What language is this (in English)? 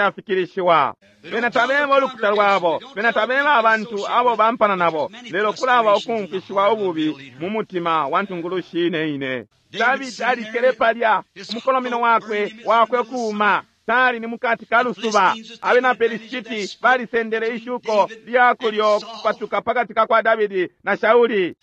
Bemba